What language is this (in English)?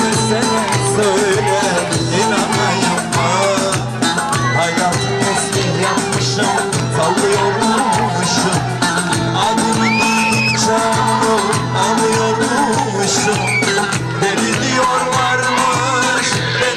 Turkish